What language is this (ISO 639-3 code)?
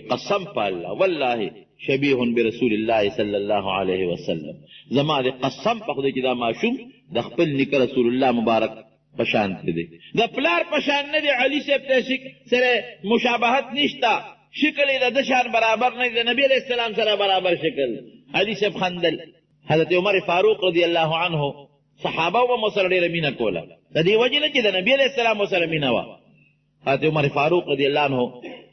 pus